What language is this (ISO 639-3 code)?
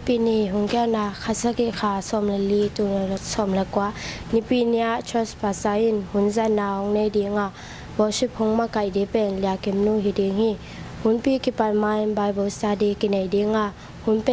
ctd